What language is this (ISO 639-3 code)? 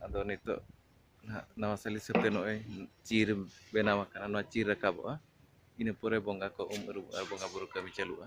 sat